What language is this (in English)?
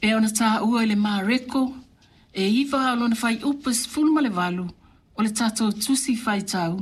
Samoan